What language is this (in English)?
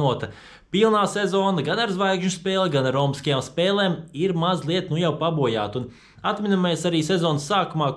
Latvian